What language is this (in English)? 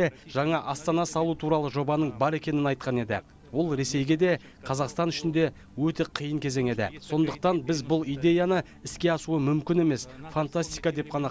Kazakh